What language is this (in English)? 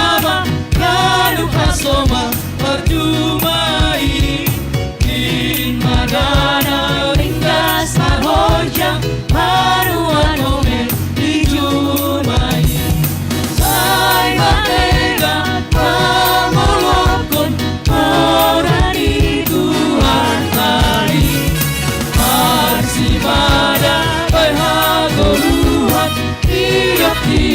Batak Simalungun